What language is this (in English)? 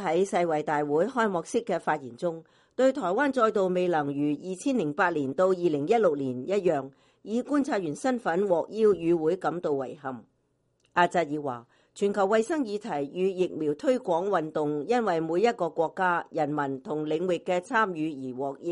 Cantonese